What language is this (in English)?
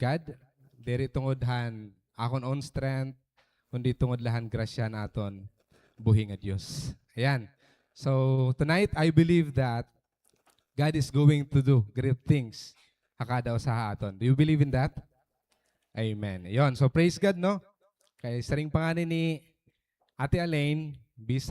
Waray